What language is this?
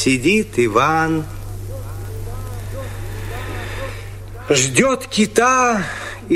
Russian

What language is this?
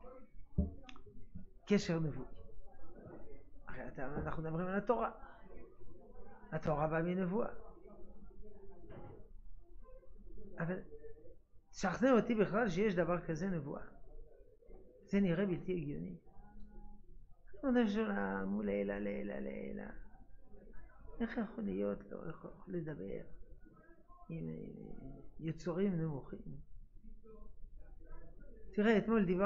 Hebrew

